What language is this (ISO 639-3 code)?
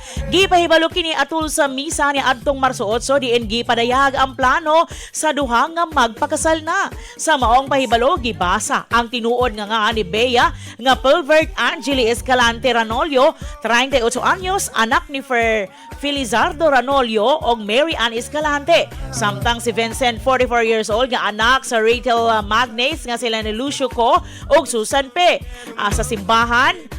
ceb